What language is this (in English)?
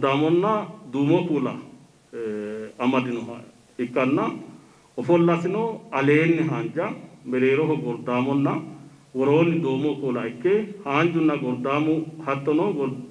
Sidamo